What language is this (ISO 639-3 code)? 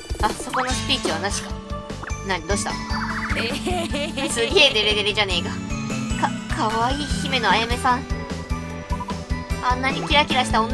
jpn